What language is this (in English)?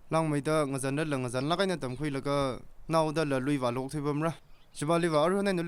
Tangkhul Naga (India)